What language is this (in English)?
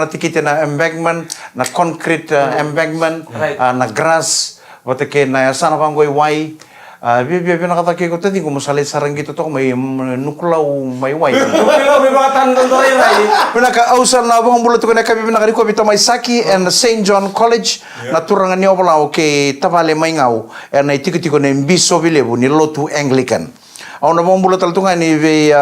Fijian